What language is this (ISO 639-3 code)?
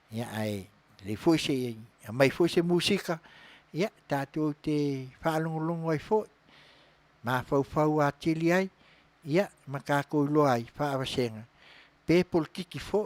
smo